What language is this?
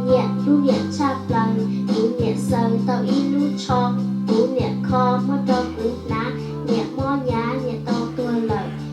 Hmong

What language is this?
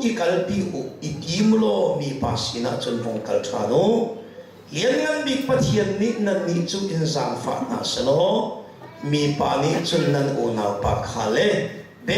Hakha Chin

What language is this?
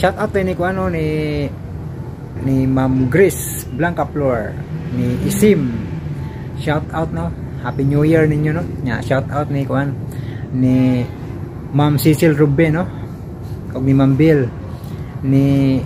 Cebuano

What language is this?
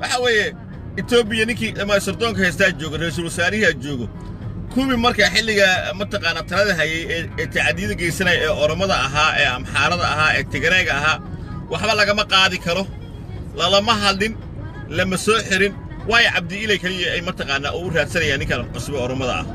Somali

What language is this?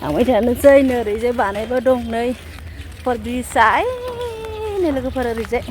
Bodo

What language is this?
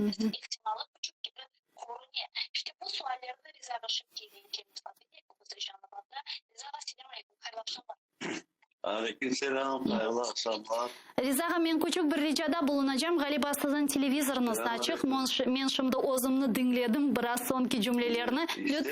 Crimean Tatar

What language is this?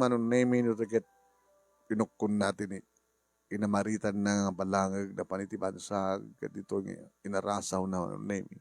Iloko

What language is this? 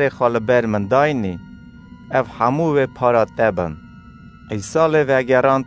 Kurdish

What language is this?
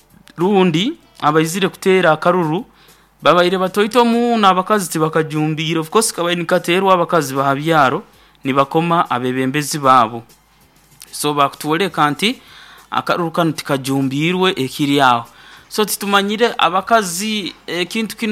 Nyoro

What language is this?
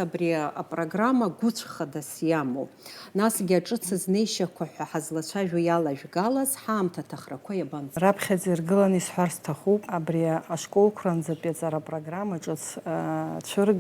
Abkhazian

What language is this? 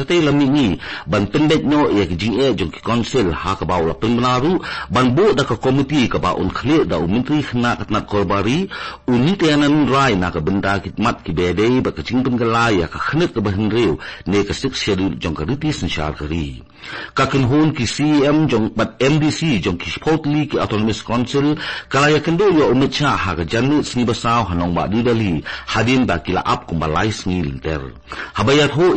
Khasi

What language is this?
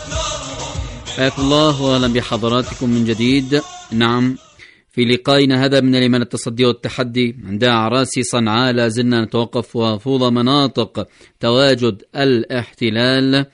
Arabic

